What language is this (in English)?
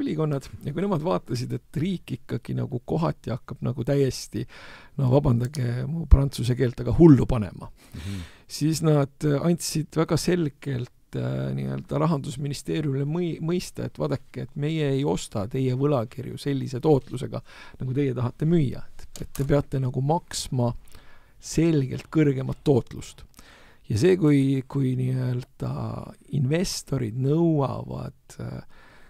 Estonian